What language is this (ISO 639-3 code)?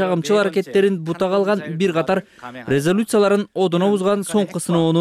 kir